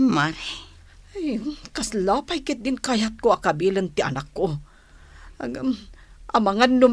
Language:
Iloko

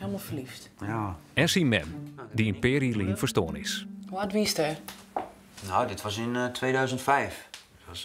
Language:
Western Frisian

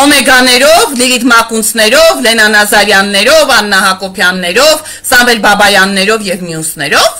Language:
Armenian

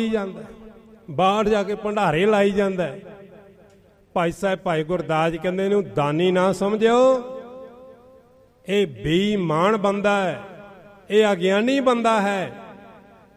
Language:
Punjabi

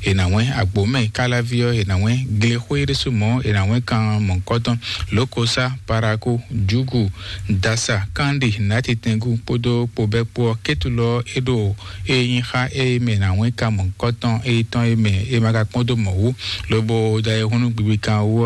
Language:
Fon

